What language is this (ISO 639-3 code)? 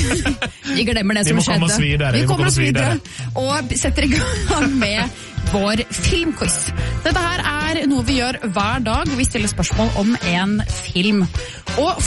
nor